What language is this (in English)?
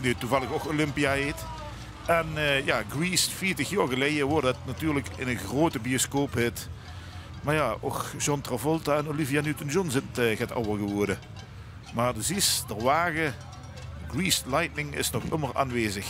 Limburgish